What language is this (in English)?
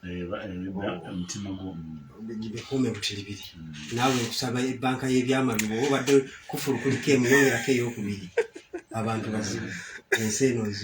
Ganda